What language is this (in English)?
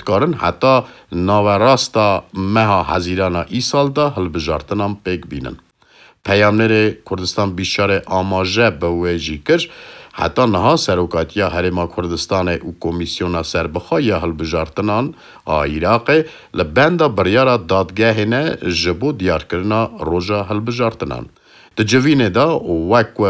Kurdish